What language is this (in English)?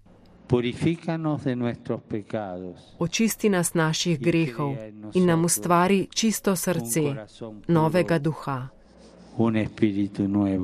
Slovenian